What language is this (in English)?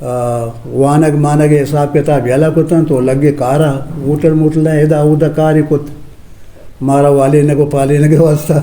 Eastern Balochi